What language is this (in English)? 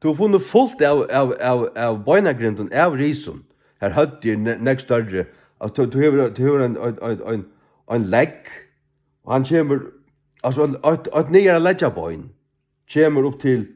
Faroese